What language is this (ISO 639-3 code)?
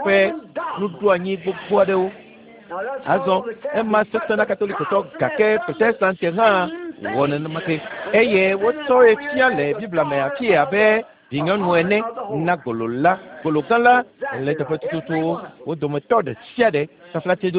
ewe